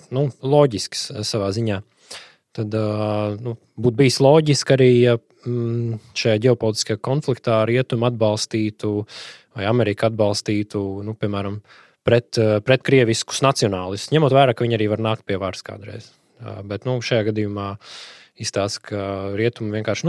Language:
Latvian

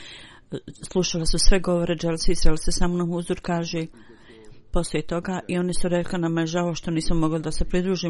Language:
Bosnian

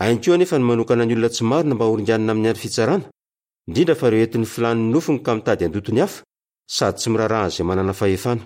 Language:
Malagasy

